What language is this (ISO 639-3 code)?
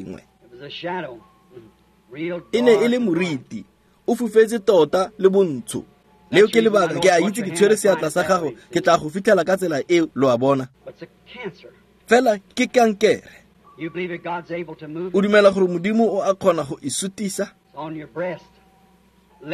tsn